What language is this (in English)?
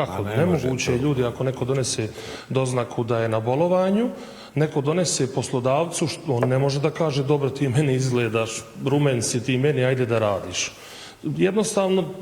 Bosnian